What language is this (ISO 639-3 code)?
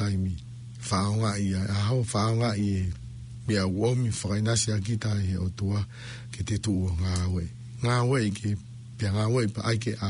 ton